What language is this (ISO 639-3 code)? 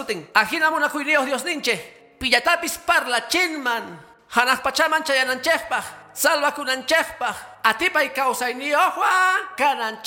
que